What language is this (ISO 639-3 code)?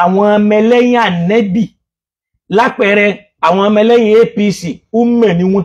yor